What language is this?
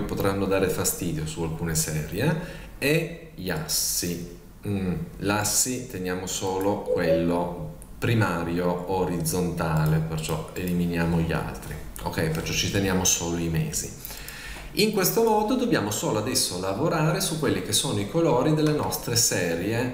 Italian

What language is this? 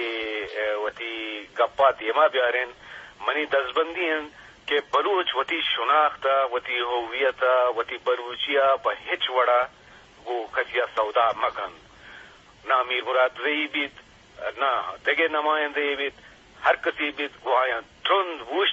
Eastern Balochi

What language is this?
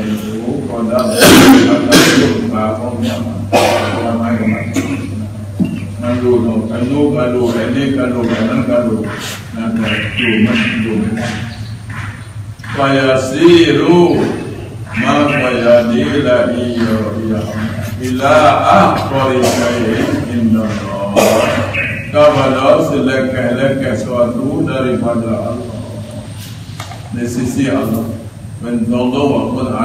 Malay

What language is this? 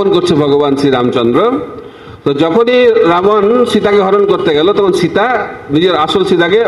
Bangla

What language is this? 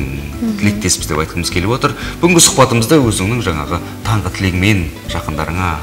Kazakh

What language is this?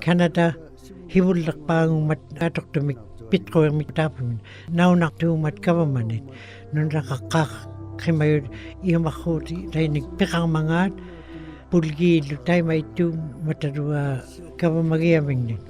Western Canadian Inuktitut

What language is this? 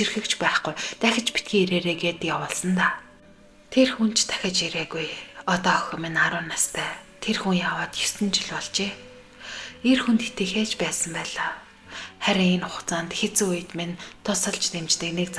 Mongolian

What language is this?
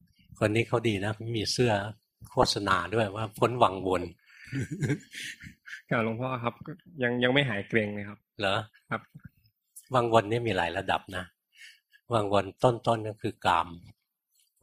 Thai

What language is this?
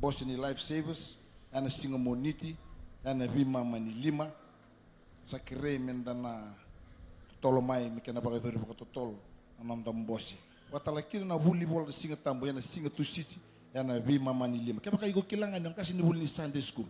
Fijian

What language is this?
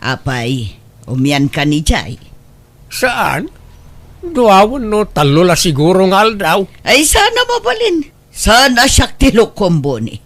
Iloko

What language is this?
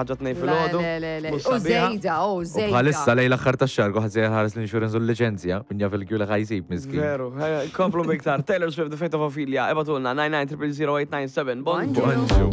Maltese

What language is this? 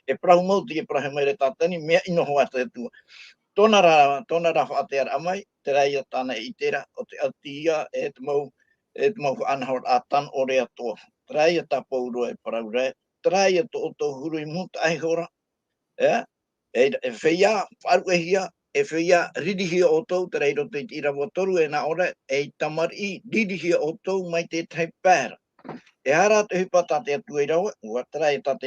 Tahitian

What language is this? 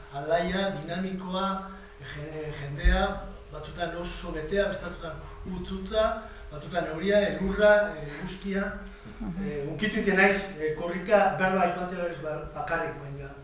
Basque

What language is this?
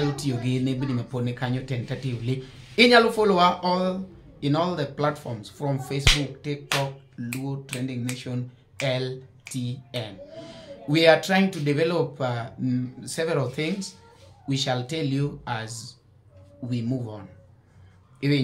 Luo (Kenya and Tanzania)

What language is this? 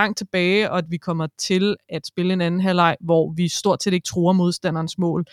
Danish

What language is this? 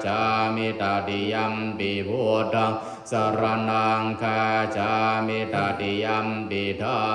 Pali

